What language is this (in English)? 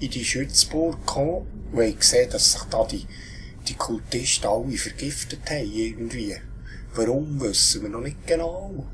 Swiss German